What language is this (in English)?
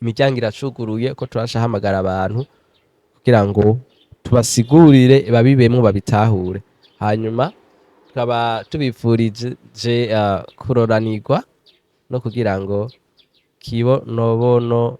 Rundi